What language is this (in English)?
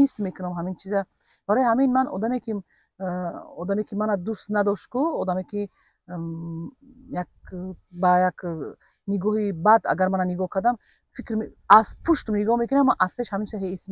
Tajik